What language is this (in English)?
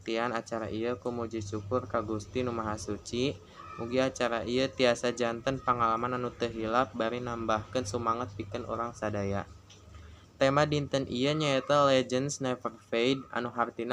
Sundanese